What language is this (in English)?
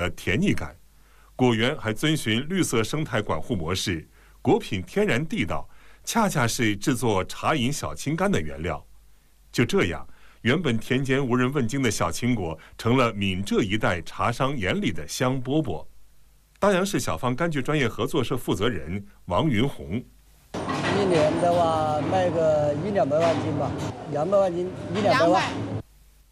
Chinese